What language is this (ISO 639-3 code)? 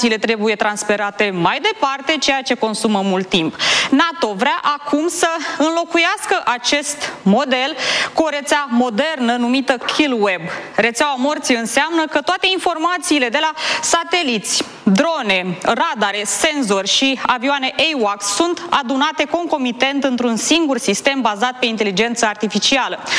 ron